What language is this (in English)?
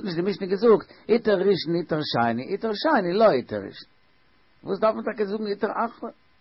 Yiddish